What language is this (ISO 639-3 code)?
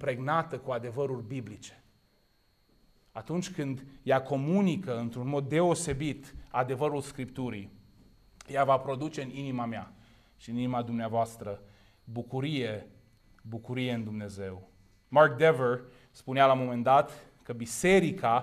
ron